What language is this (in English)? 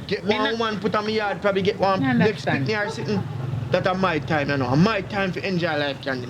Jamaican Creole English